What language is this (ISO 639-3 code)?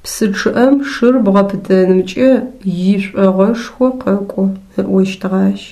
ady